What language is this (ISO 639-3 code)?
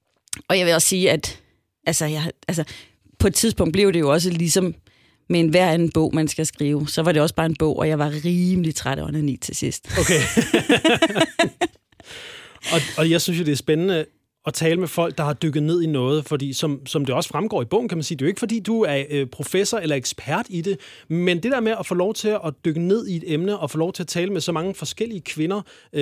dan